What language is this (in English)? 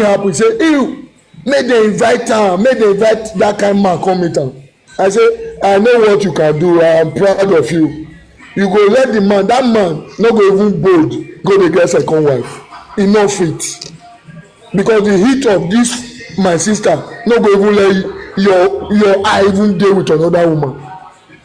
Nigerian Pidgin